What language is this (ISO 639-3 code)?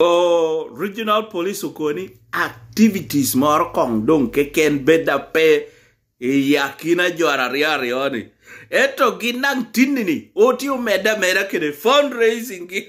laj